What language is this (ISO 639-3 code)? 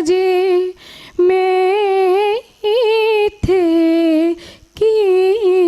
doi